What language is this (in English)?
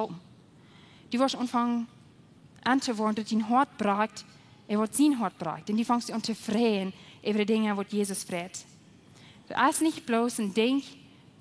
Plautdietsch